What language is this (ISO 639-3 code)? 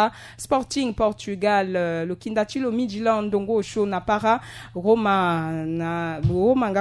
sag